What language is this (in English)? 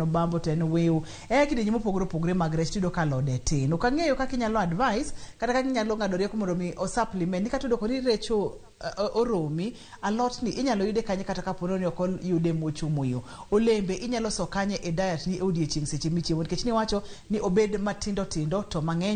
Luo (Kenya and Tanzania)